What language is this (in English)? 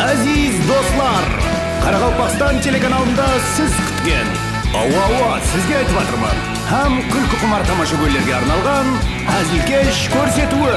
Kara-Kalpak